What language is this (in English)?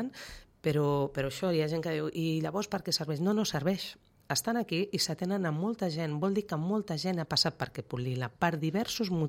Catalan